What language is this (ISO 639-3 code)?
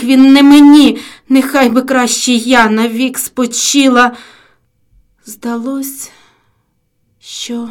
ukr